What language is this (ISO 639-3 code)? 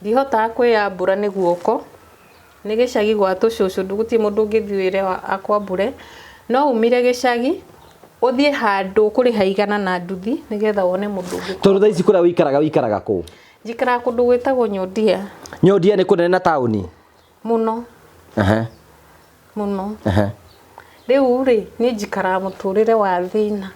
kik